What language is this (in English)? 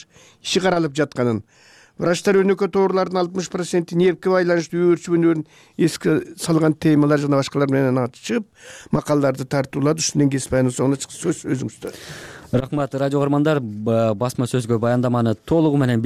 Kyrgyz